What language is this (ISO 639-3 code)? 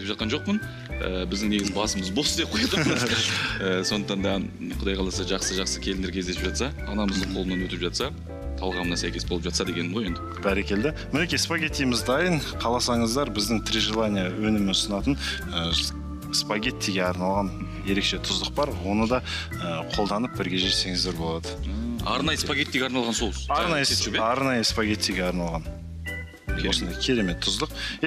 kaz